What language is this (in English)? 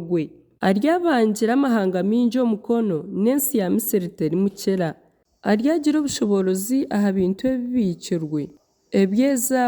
Nyankole